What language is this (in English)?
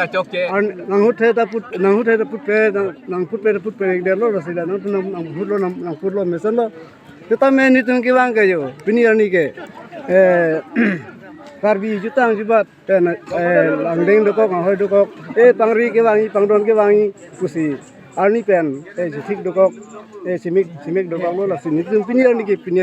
Karbi